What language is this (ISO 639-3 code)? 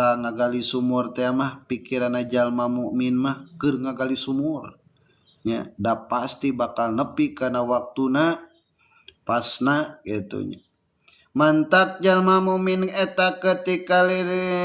sun